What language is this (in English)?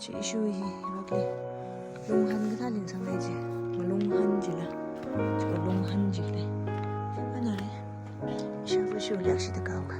Tangkhul Naga (India)